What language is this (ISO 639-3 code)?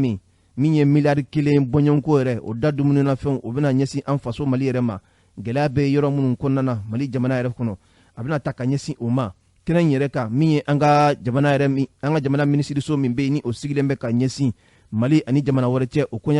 bam